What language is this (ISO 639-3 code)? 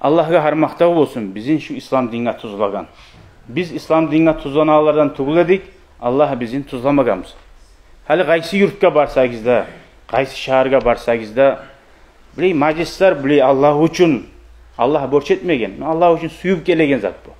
kum